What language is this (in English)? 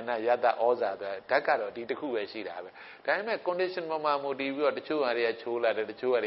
Burmese